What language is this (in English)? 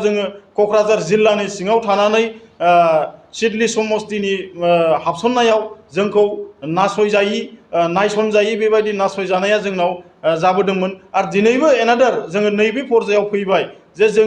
Bodo